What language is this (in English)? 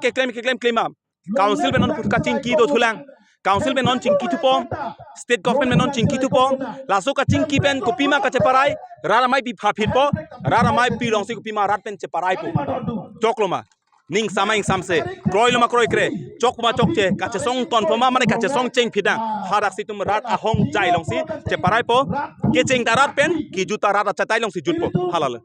Karbi